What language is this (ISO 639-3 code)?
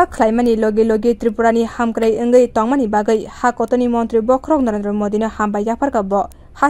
trp